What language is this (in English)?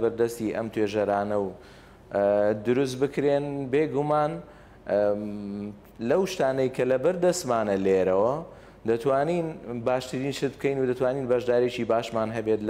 Central Kurdish